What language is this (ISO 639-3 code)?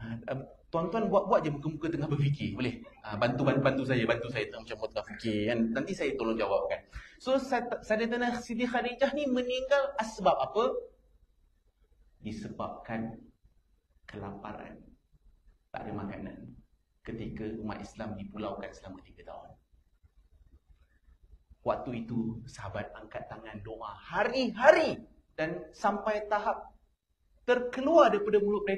msa